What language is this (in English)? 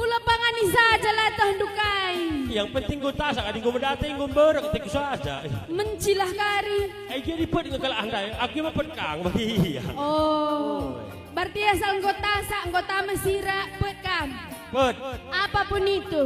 Batak Karo